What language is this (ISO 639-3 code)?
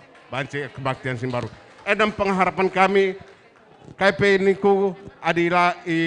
btx